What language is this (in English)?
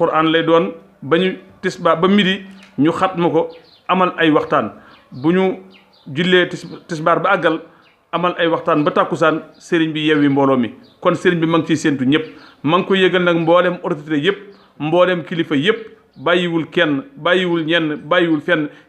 Wolof